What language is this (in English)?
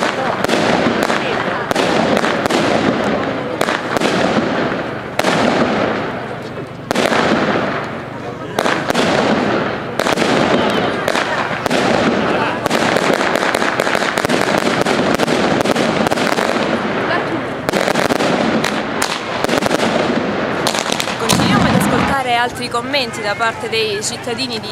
Italian